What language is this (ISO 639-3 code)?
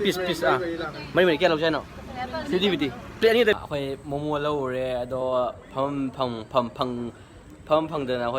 mni